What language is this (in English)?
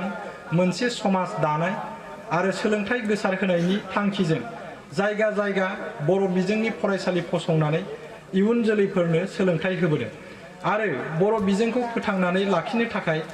Bodo